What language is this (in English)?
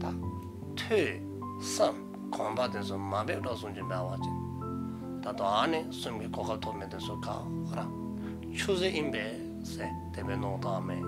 Dzongkha